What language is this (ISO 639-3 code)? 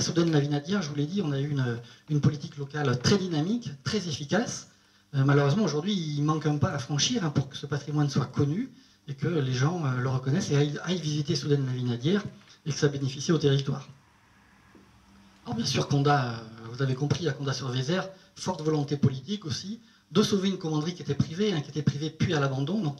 fra